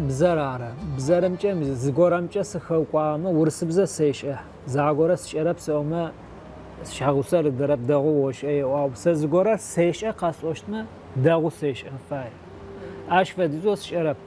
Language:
Adyghe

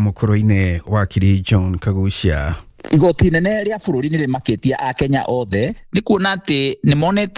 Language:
Kikuyu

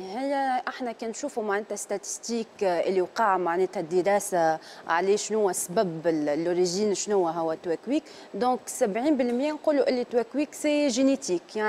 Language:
Tunisian Arabic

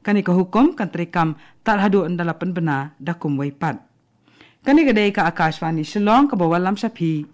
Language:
Khasi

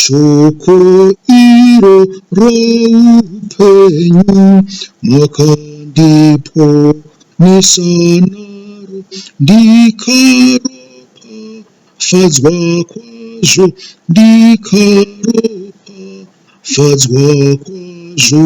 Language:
Shona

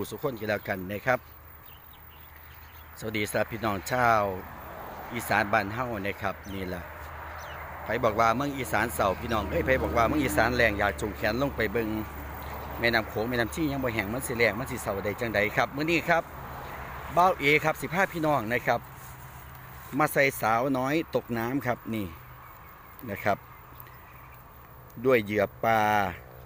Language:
Northeastern Thai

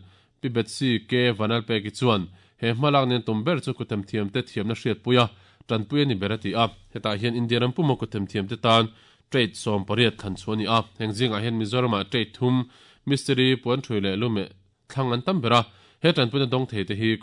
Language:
Mizo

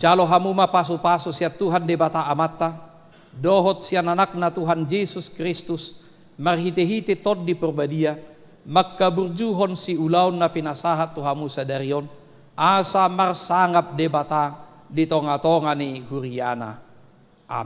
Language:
Batak Toba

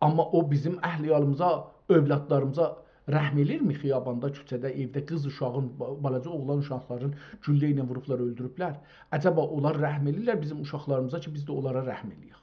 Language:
South Azerbaijani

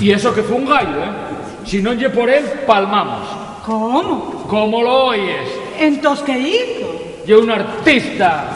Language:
Asturian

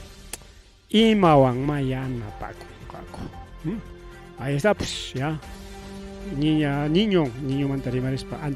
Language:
Ayacucho Quechua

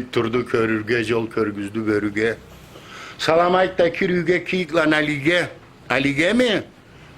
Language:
Karachay-Balkar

